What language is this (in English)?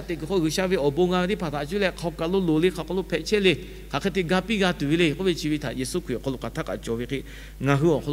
Lahu